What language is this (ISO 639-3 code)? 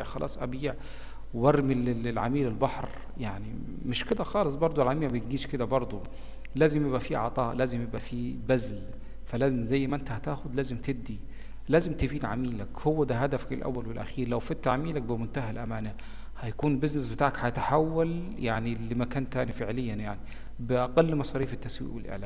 arz